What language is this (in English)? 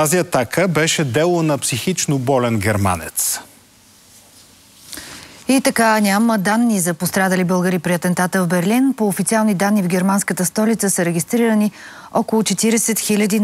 Bulgarian